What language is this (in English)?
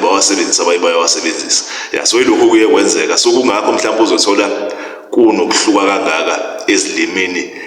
Zulu